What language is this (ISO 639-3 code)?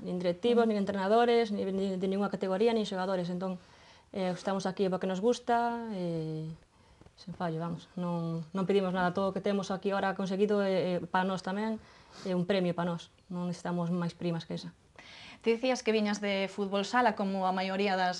glg